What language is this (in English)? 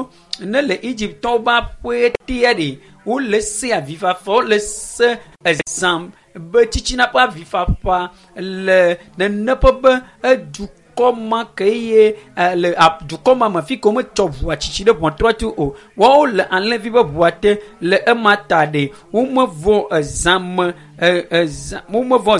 Ewe